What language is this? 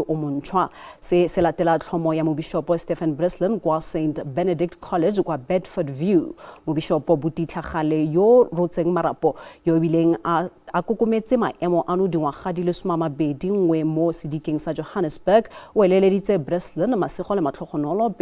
Tswana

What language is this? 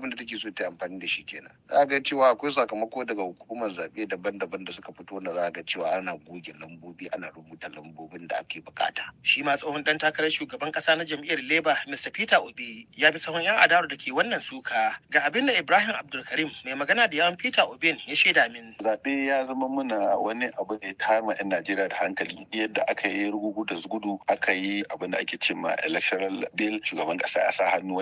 Hausa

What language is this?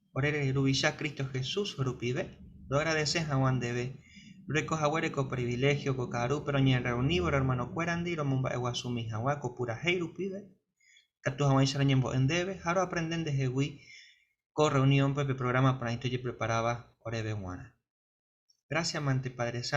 Guarani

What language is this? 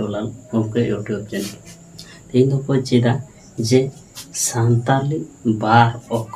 Santali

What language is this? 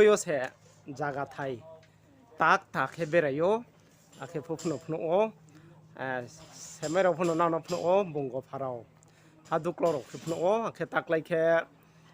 Riang (India)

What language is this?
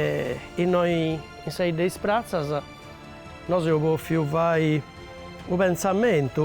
Sardinian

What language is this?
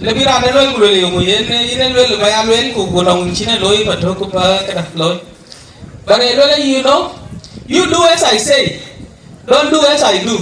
Dinka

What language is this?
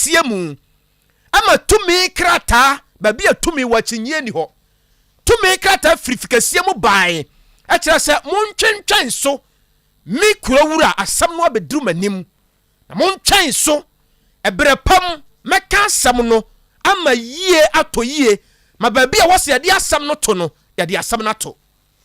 Akan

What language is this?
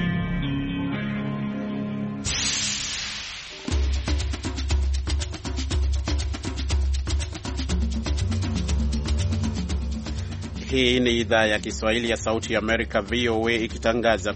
Swahili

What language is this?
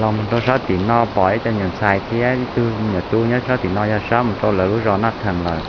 Hmong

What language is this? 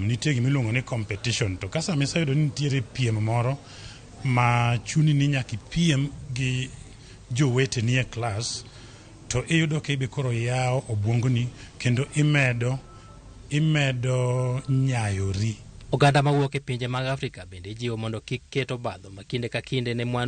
Luo (Kenya and Tanzania)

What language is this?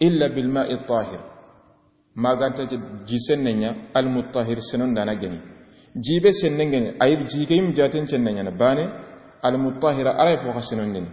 Soninke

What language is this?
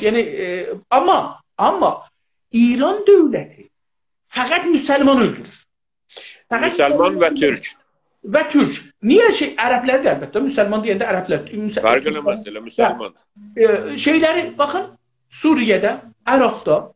South Azerbaijani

